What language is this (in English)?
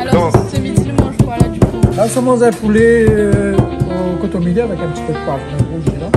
Réunion Creole French